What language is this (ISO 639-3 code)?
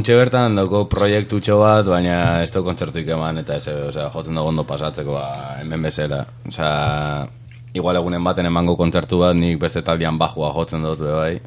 eus